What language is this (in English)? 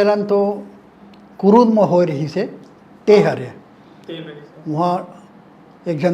Chhattisgarhi